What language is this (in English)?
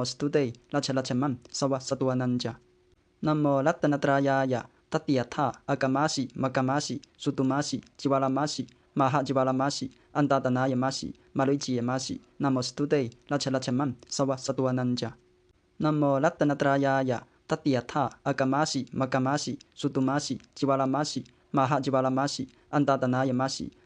Pali